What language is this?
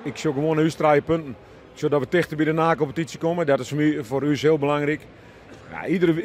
Western Frisian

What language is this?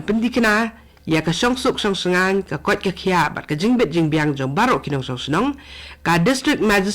Khasi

